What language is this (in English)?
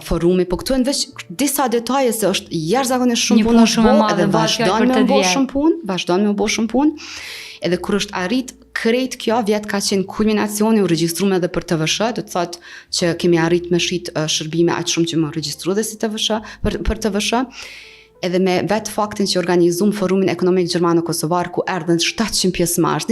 Albanian